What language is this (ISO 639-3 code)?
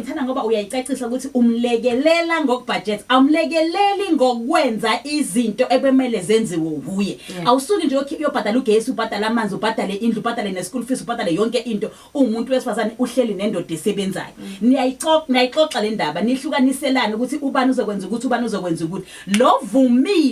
zul